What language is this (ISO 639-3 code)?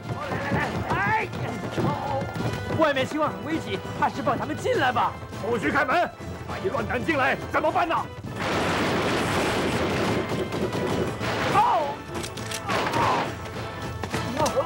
zho